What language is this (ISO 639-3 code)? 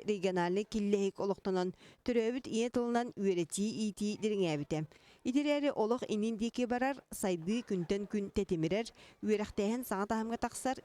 sah